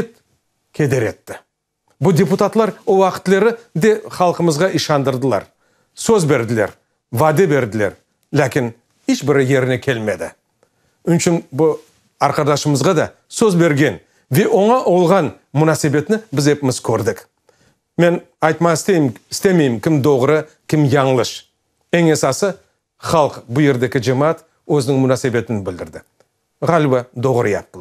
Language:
Crimean Tatar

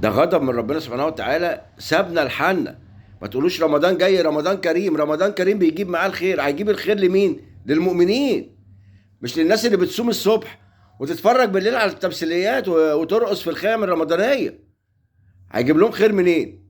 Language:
Egyptian Arabic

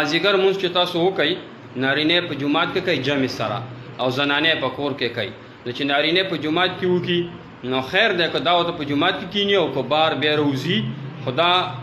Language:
Pashto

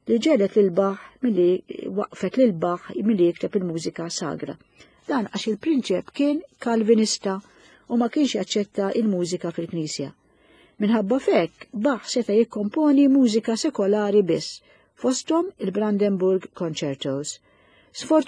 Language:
Maltese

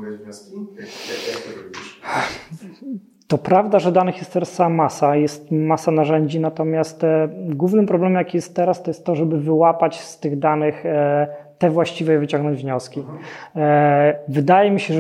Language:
Polish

